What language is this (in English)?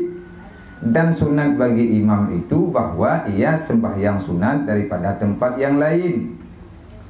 Achinese